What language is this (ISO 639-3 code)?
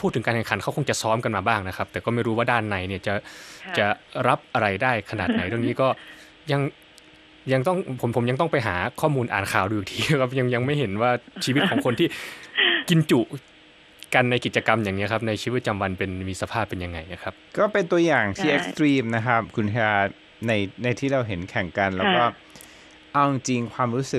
tha